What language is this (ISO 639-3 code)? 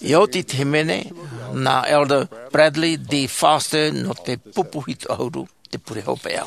tah